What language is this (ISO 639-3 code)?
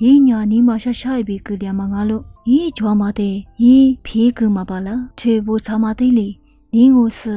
lis